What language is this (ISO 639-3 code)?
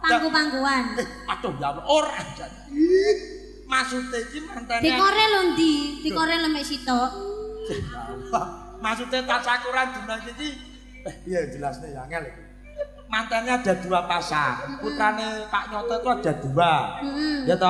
jav